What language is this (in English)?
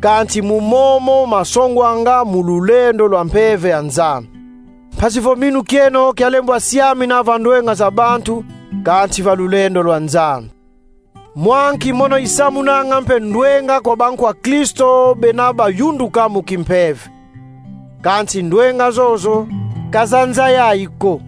Kongo